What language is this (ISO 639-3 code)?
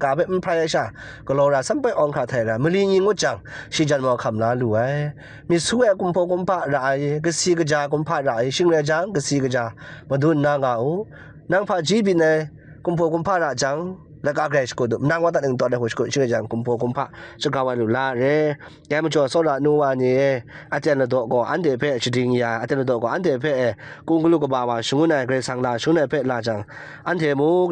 kac